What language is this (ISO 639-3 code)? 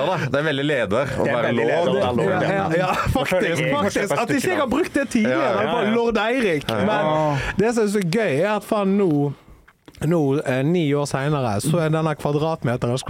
nor